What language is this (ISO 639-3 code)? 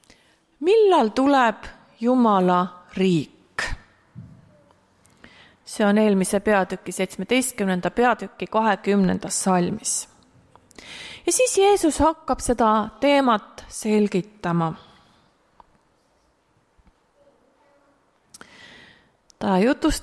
est